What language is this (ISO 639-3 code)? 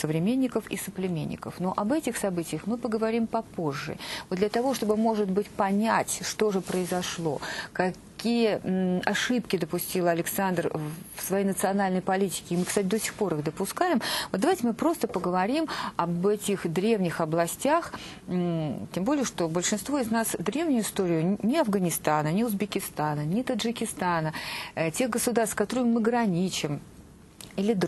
rus